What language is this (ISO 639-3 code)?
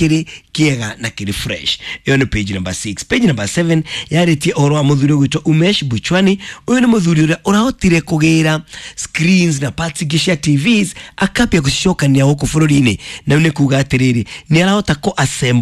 kik